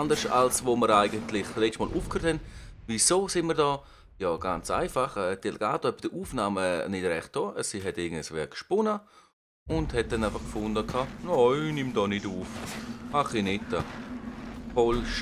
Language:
Swiss German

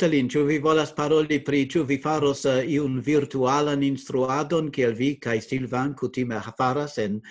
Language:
Esperanto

